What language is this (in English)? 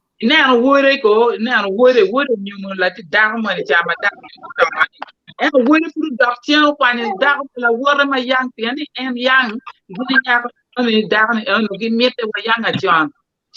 Acoli